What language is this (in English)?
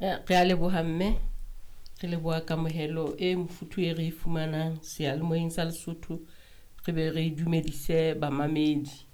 Southern Sotho